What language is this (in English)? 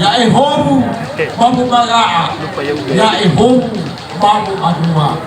Nias